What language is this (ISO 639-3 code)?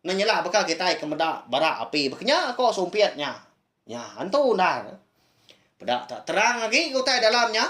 iba